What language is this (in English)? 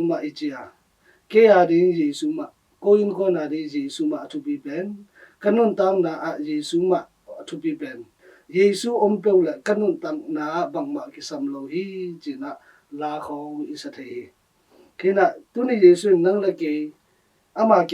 Tedim Chin